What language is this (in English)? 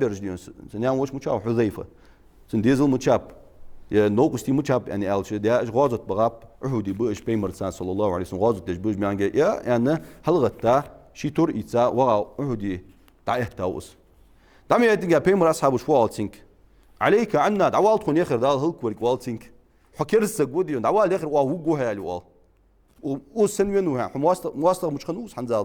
Ingush